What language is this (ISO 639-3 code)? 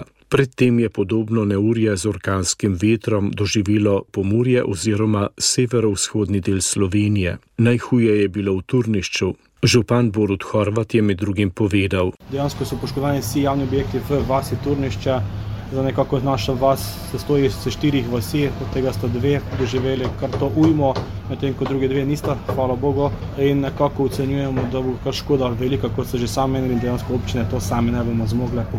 slv